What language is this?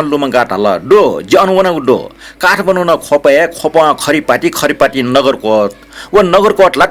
Newari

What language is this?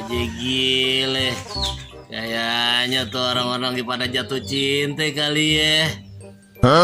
Betawi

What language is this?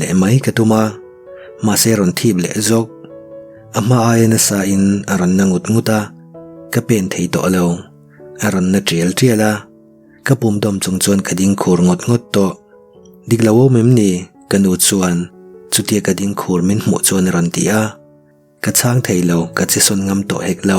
Mizo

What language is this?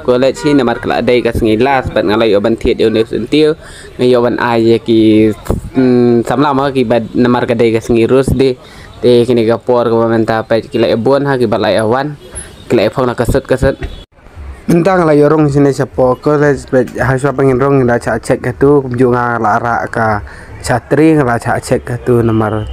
Khasi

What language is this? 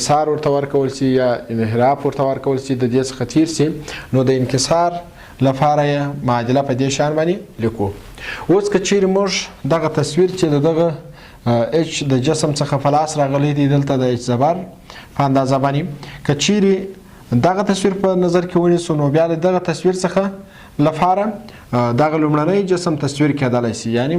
Pashto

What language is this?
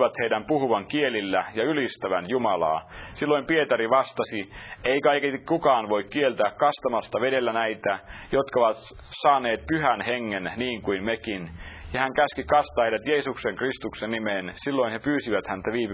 Finnish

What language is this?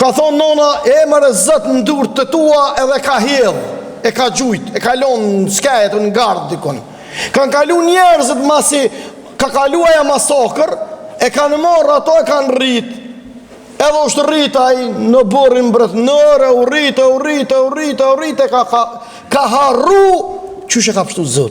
Albanian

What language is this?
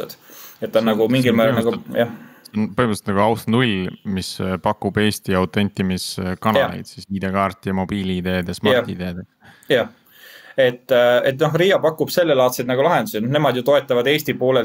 Estonian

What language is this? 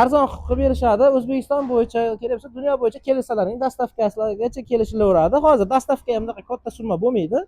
Uzbek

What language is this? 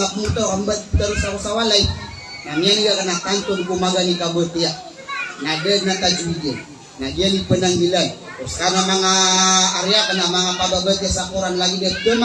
Maranao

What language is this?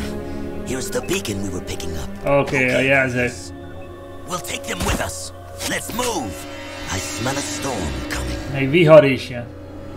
Hungarian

